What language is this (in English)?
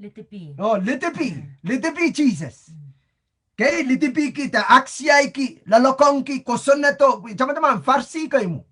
Pohnpeian